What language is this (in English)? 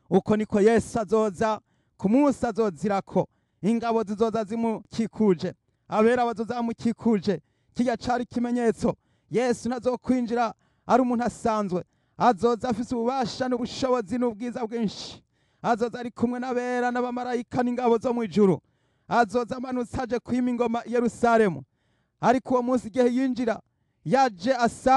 Rundi